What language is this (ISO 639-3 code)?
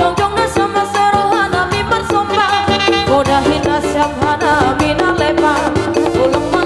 bts